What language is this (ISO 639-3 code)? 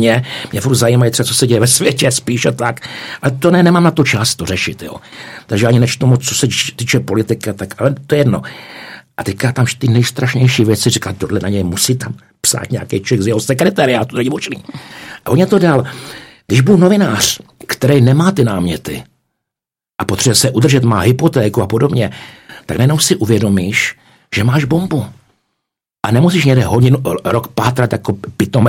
ces